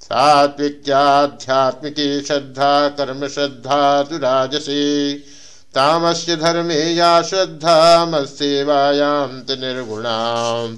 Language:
Sanskrit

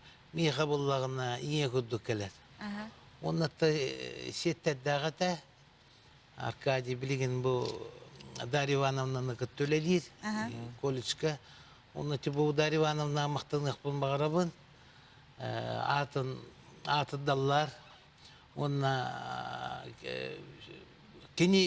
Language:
Yakut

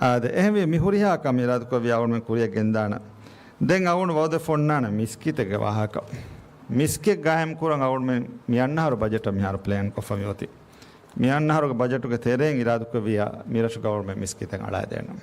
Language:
Divehi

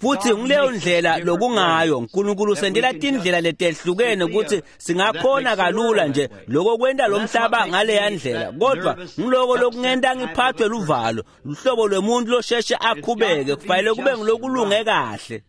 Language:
Swati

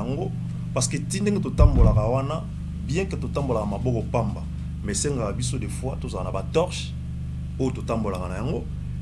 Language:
Lingala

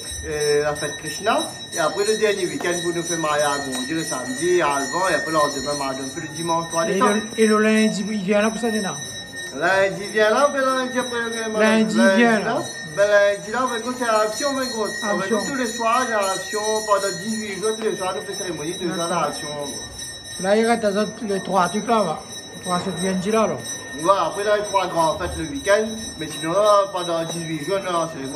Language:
Réunion Creole French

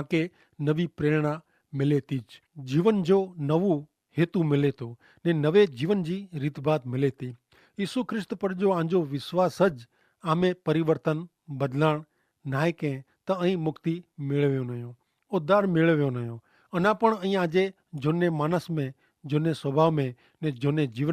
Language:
Kachhi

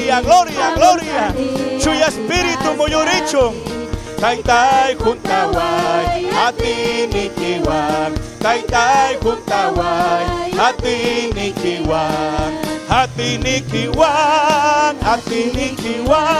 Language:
Ayacucho Quechua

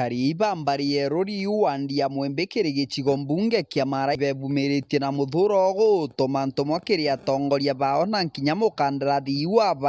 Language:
Meru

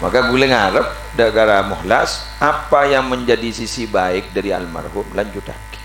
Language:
Madurese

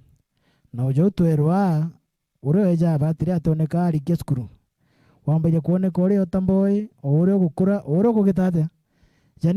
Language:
Meru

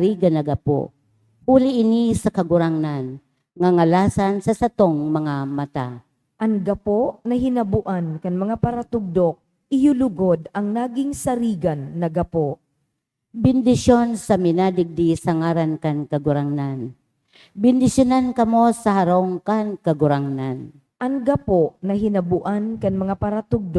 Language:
Bikol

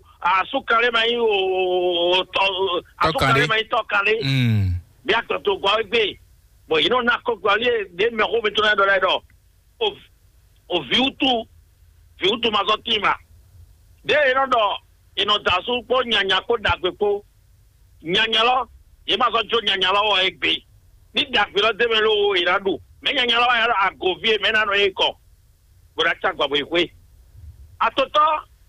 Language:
Fon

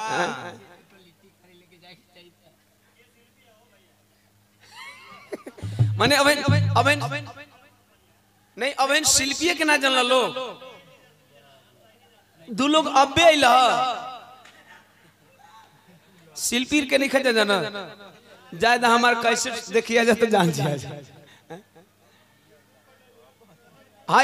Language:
Bhojpuri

